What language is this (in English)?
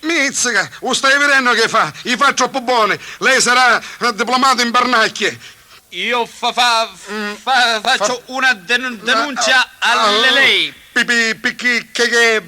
Neapolitan